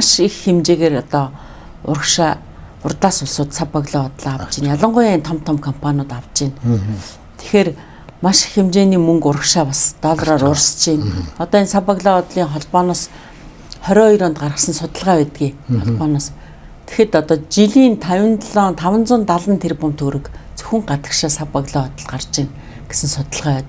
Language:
Mongolian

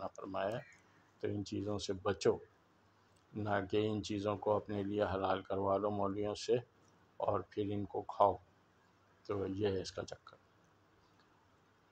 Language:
Urdu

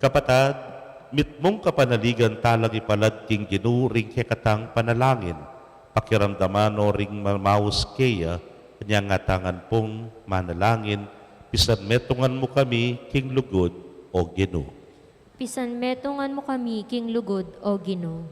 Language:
Pampanga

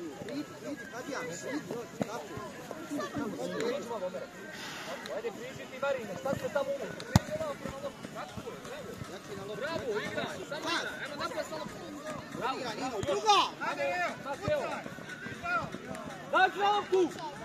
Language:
Croatian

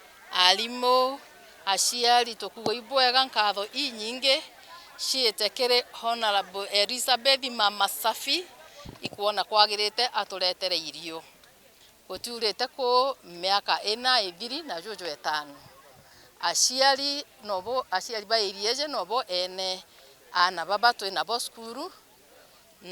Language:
Meru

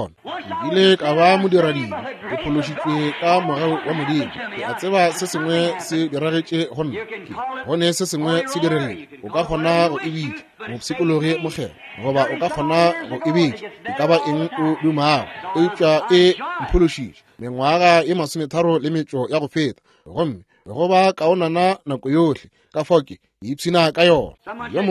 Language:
Northern Sotho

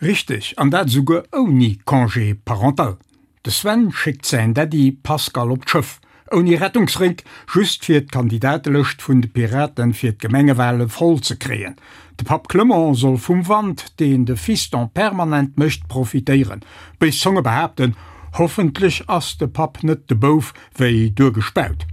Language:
Luxembourgish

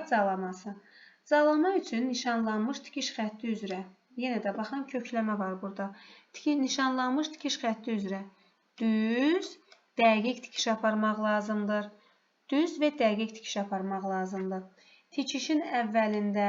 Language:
Azerbaijani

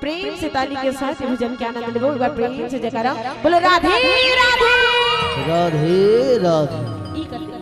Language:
Chhattisgarhi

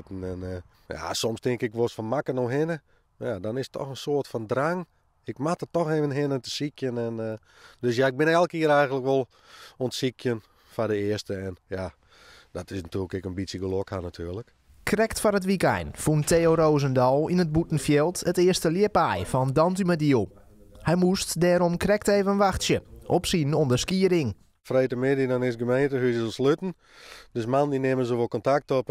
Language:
Western Frisian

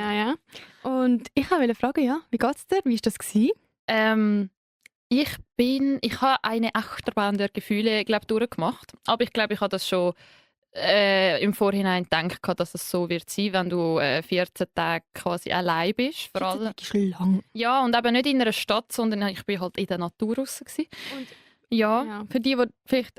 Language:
Swiss German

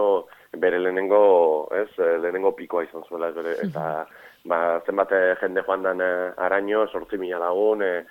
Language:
Basque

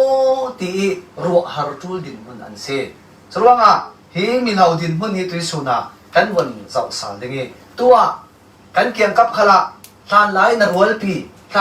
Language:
Falam Chin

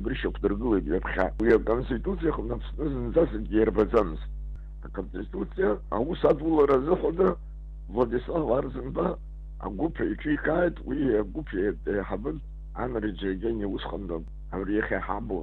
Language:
Abkhazian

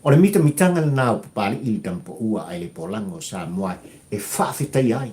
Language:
Samoan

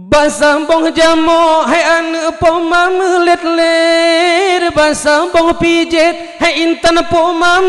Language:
Achinese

